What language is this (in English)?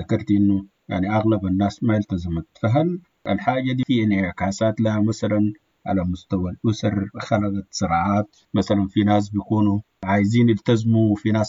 Sudanese Arabic